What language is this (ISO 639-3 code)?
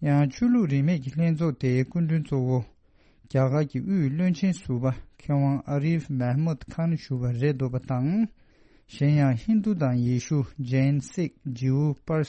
bod